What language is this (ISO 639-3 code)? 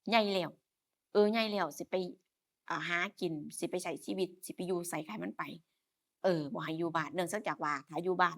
tts